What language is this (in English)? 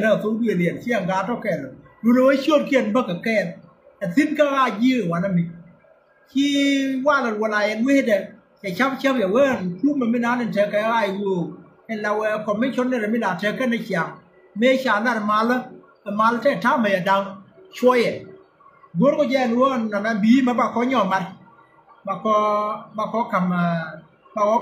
Nuer